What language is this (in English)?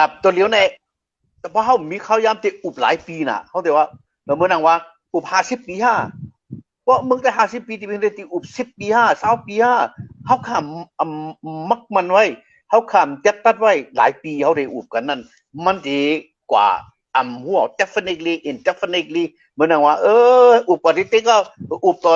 Shan